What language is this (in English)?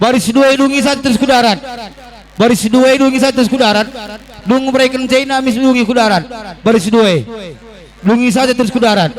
Batak Karo